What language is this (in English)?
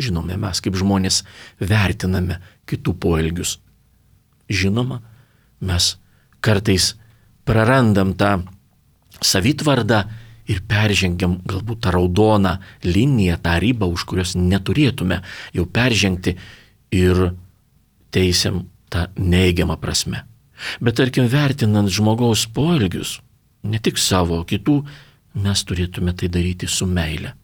Lithuanian